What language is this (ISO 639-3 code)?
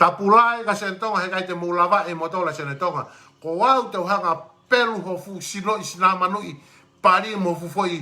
ton